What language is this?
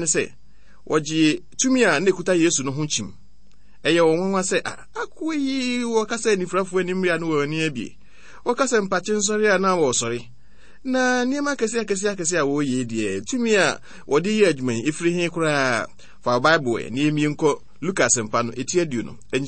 Akan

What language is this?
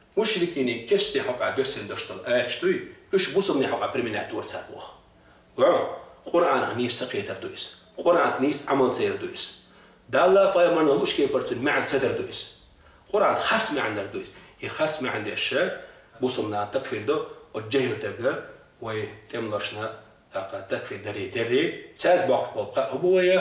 Chechen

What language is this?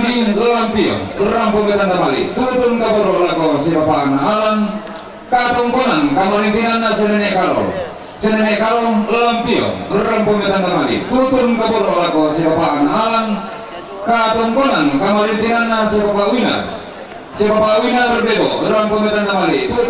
Toraja-Sa'dan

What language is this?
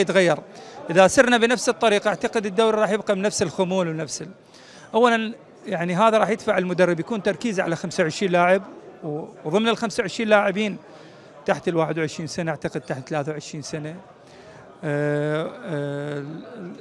Mesopotamian Arabic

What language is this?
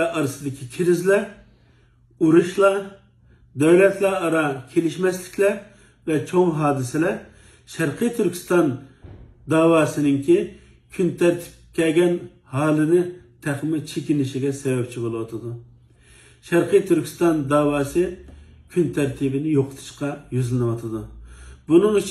Uyghur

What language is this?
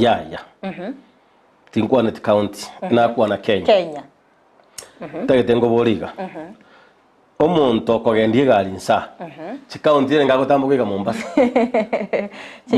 Gusii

